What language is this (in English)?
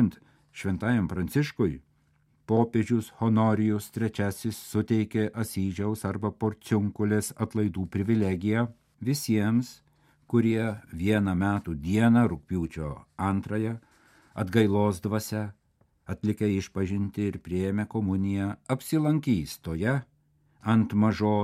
Lithuanian